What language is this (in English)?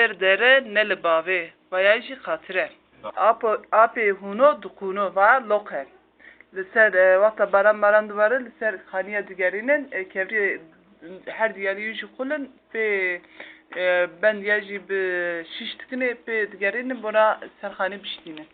Kurdish